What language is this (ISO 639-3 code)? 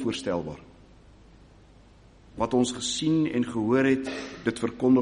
afr